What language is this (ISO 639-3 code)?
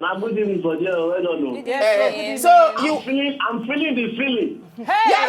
pcm